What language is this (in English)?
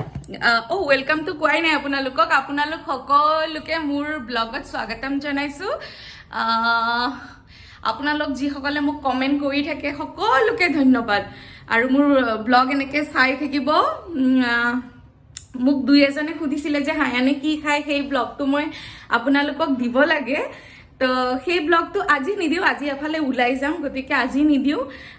Assamese